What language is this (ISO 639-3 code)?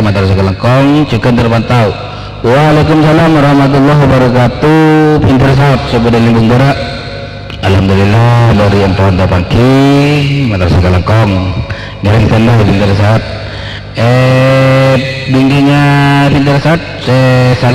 mad